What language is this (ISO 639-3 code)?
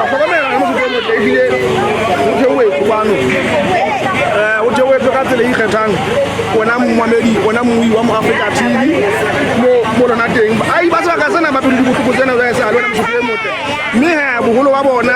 sot